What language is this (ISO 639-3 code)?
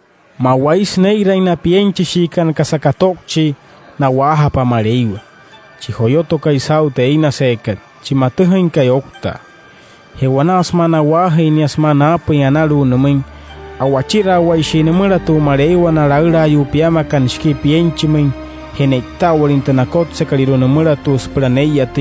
guc